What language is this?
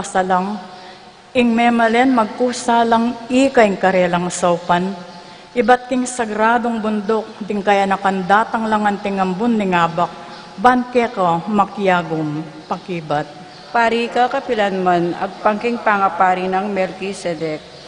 Pampanga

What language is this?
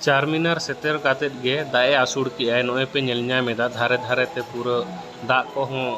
Santali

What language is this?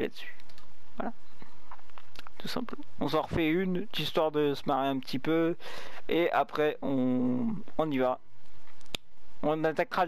French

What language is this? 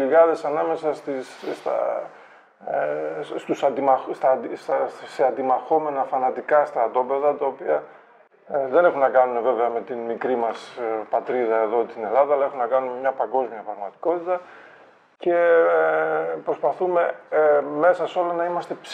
Greek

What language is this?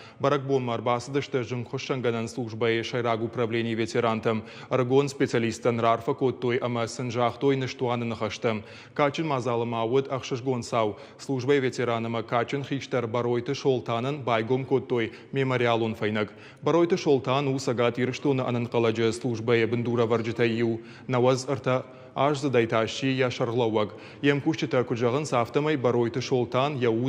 Ossetic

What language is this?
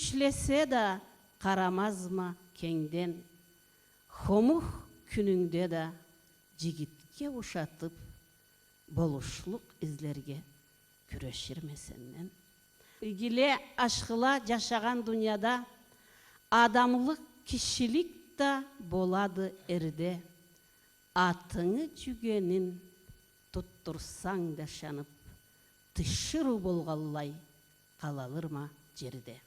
Karachay-Balkar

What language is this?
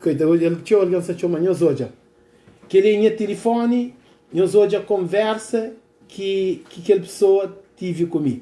Kabuverdianu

